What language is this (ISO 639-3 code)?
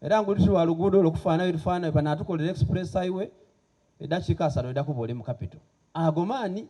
xog